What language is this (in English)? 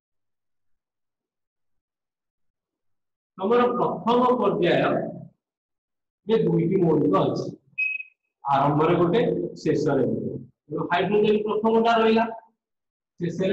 Odia